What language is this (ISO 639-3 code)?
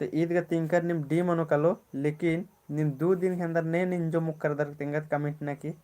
kru